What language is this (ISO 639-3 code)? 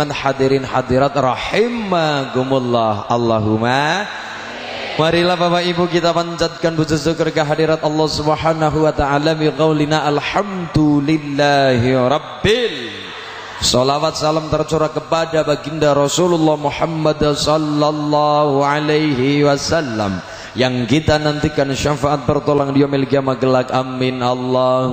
jav